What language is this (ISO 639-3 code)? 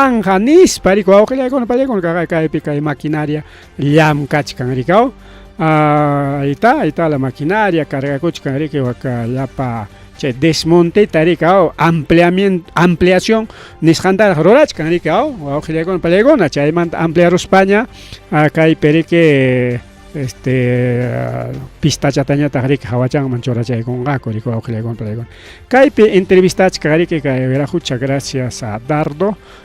quy